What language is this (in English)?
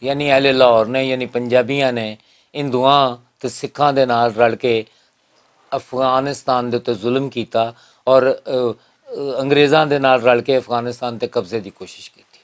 Western Panjabi